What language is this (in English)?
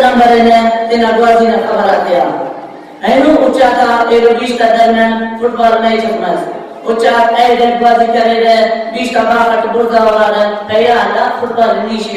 Brahui